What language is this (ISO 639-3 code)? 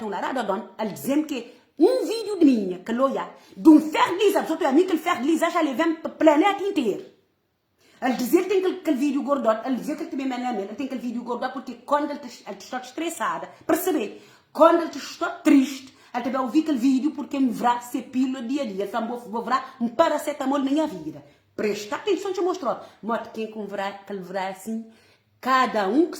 kea